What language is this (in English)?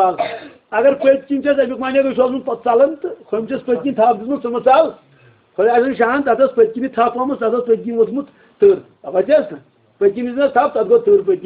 Kashmiri